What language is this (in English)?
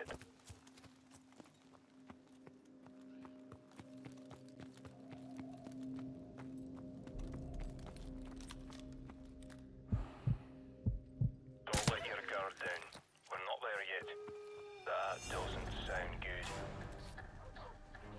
English